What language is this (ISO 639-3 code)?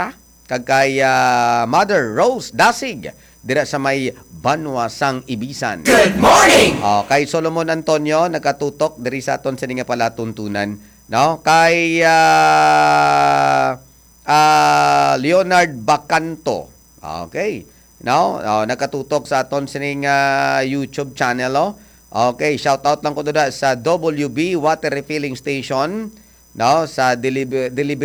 hil